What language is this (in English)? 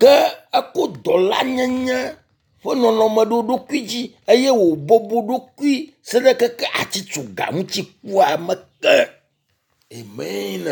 Ewe